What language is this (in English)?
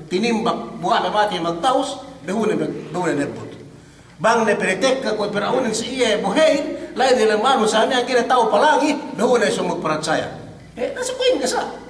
Yakan